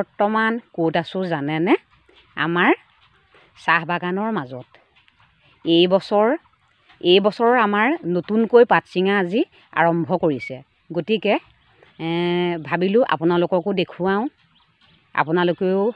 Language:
Assamese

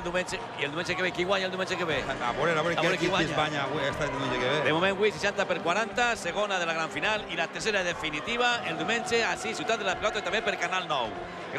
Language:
Catalan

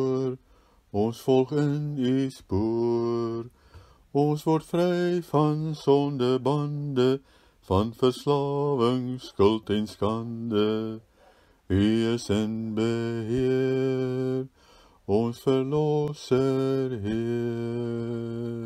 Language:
Afrikaans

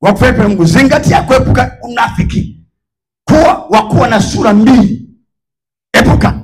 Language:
Swahili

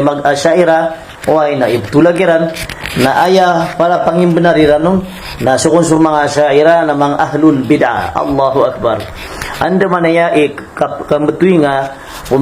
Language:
Maranao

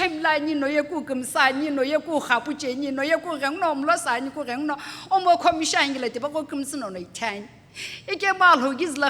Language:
Sumi Naga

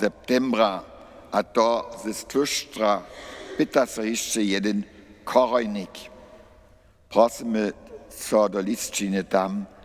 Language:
Upper Sorbian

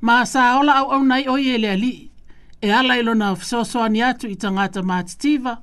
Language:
Samoan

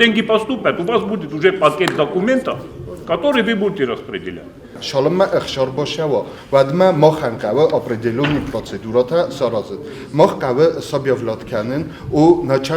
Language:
Ossetic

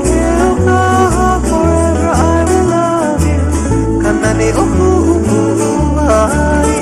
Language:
Hawaiian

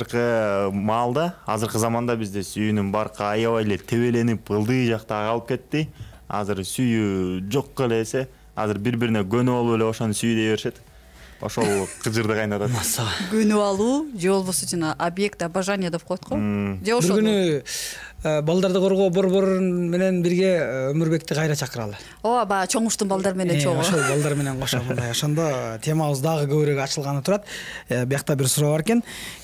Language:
Kyrgyz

